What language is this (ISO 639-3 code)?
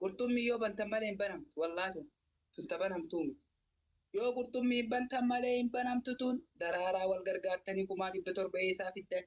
orm